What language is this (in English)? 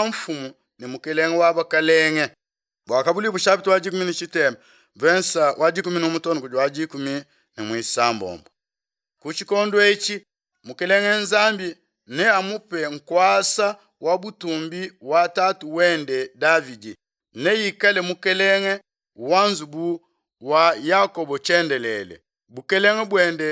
Luba-Lulua